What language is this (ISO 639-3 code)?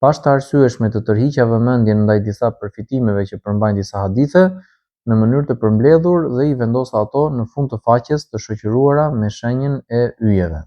sqi